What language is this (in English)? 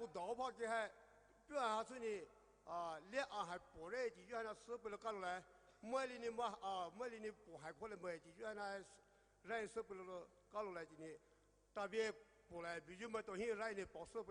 Poumei Naga